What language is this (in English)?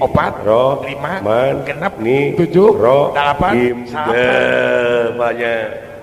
Sundanese